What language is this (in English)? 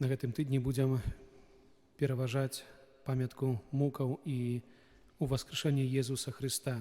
Belarusian